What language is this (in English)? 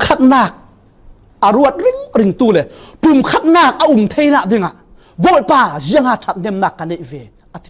Falam Chin